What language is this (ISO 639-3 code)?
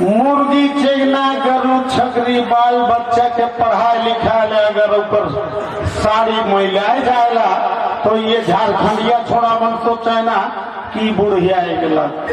sck